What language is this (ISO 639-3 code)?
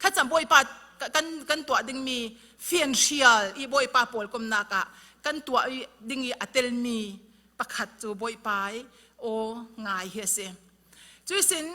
cfm